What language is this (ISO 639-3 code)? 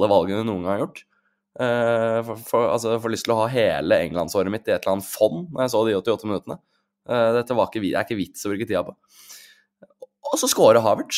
nor